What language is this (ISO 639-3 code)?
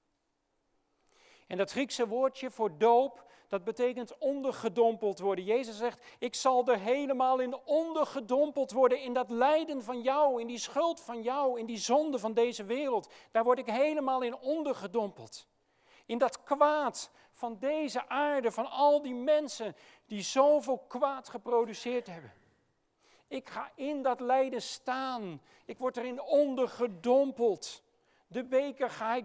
nld